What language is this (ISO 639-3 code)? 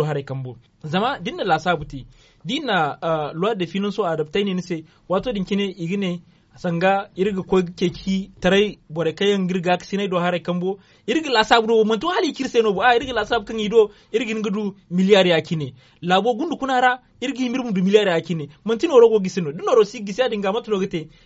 dje